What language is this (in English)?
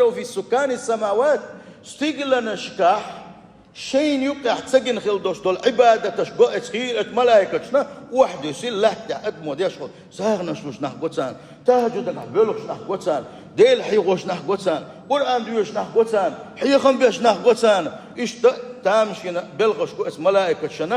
Chechen